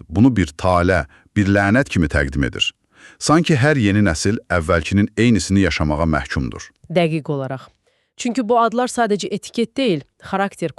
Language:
Azerbaijani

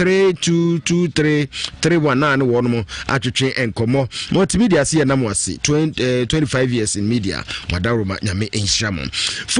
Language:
Akan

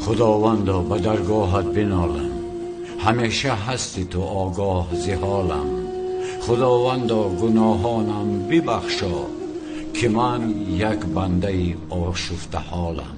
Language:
Tajik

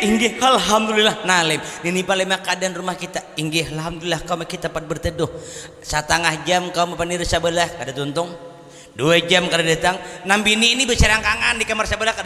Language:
Banjar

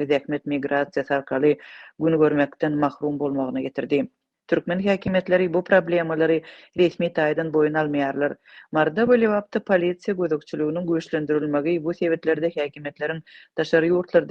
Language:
Turkmen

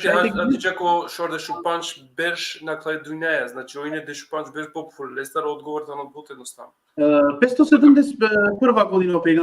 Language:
Balkan Romani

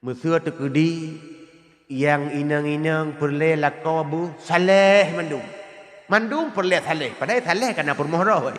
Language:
Achinese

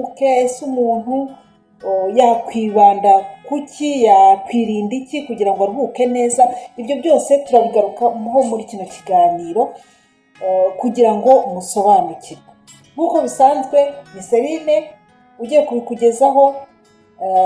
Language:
Kinyarwanda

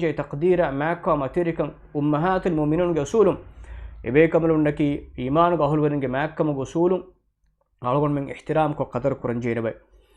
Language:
Divehi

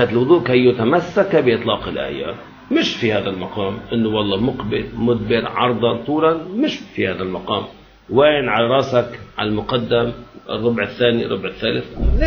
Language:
Arabic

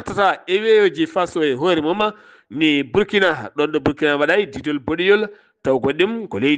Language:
Fula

